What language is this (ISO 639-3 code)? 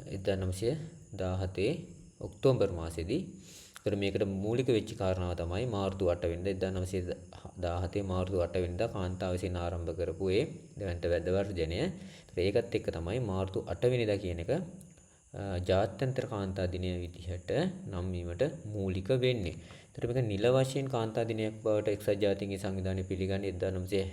sin